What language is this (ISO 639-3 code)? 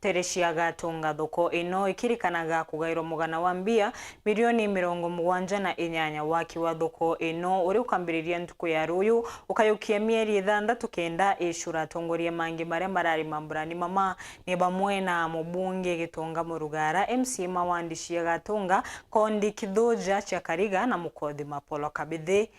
mer